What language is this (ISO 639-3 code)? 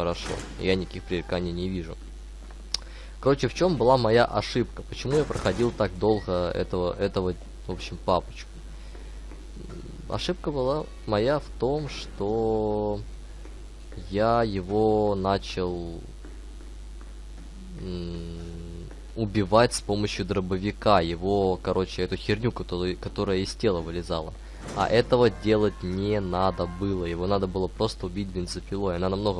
rus